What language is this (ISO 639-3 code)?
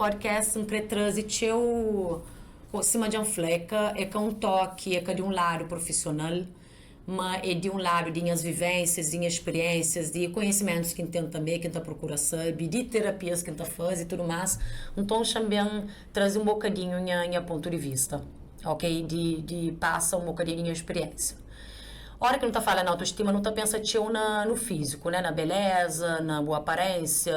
kea